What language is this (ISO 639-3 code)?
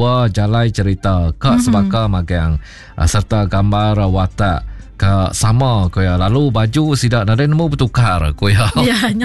iba